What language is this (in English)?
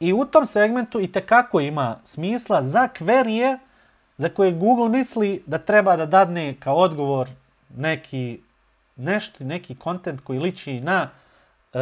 Bosnian